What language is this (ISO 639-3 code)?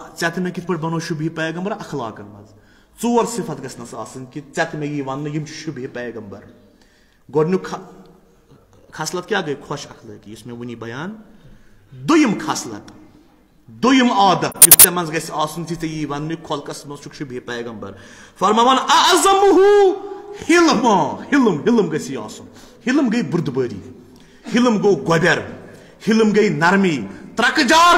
kas